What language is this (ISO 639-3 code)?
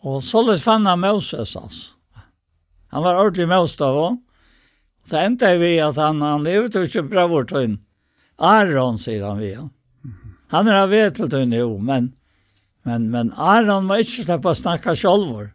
fao